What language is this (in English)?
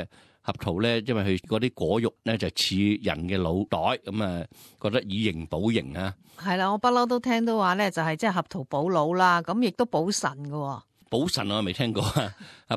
Cantonese